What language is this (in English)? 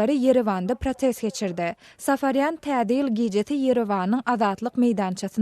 Turkmen